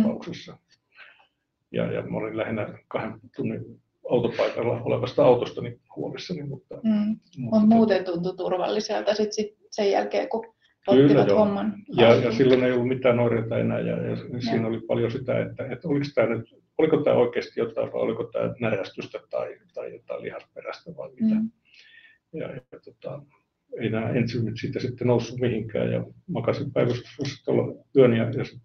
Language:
Finnish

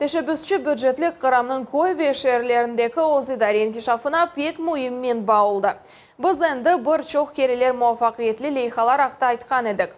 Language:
Crimean Tatar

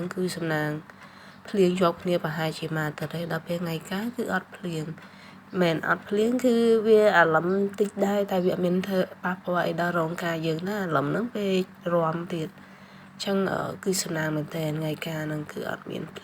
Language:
Khmer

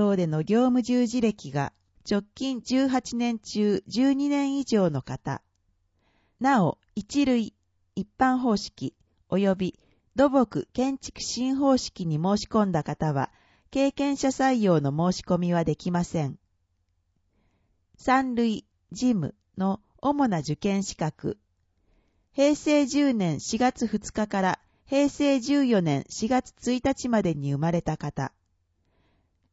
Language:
Japanese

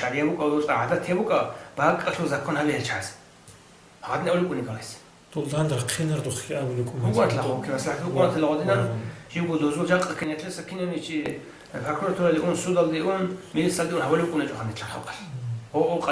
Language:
Avaric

